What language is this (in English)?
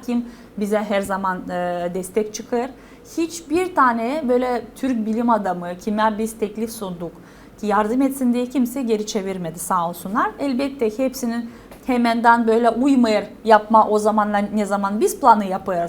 Gagauz